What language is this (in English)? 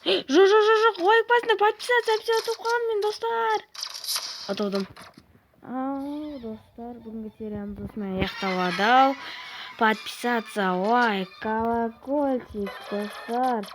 Kazakh